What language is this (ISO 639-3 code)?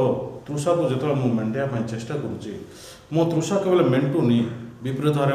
ori